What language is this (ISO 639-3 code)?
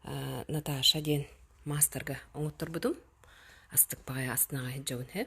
sah